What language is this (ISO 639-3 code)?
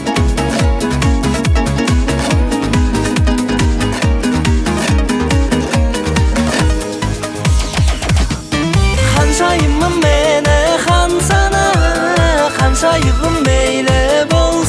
kaz